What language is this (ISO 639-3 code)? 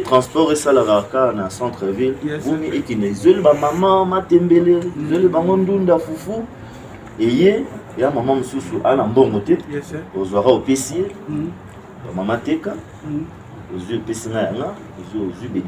lin